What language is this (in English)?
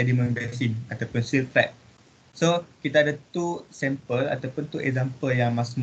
Malay